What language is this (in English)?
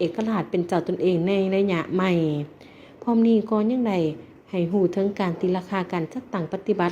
Lao